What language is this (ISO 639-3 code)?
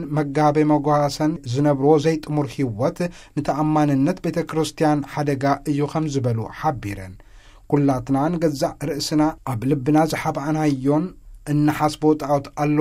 tir